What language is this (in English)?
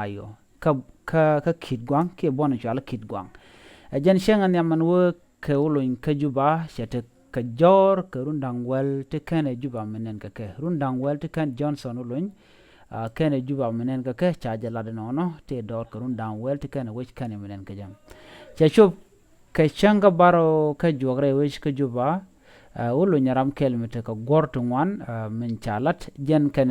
Nuer